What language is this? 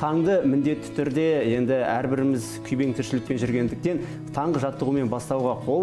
Kazakh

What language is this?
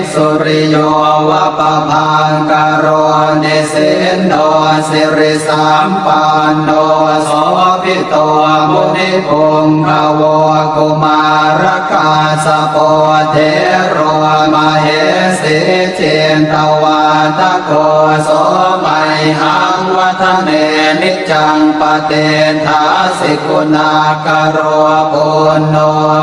Pali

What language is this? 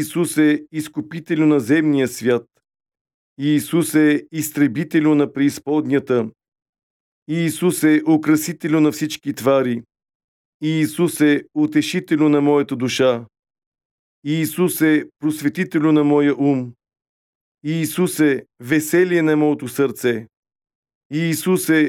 Bulgarian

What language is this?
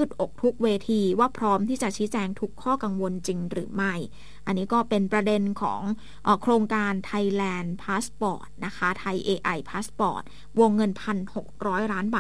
Thai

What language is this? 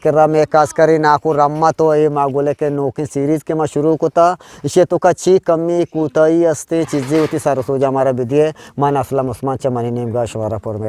Eastern Balochi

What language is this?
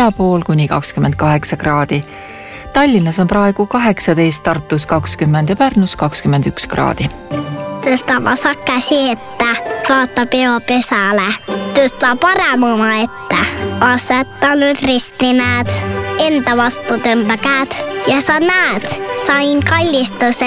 Estonian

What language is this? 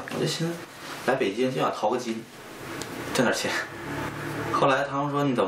Chinese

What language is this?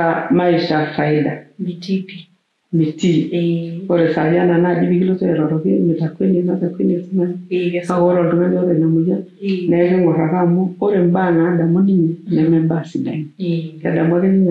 Masai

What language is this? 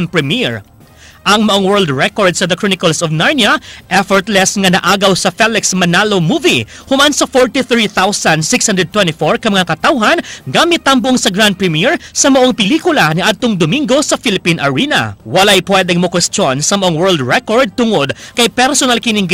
Cebuano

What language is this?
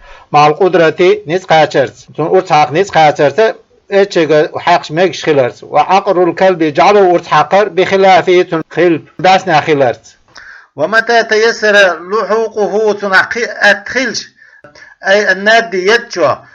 Chechen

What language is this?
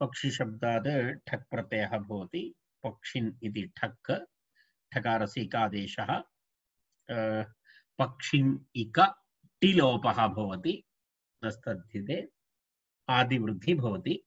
Sanskrit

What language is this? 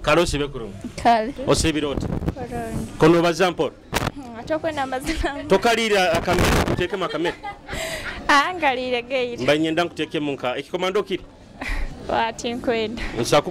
Nyoro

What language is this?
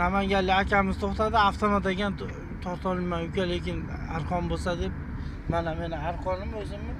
Uzbek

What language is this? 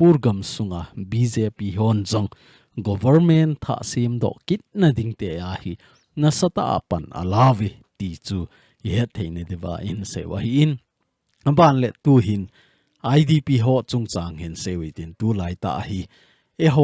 Thado Chin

